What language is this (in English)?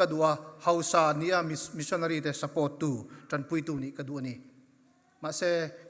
Mizo